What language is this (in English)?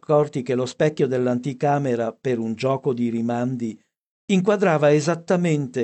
Italian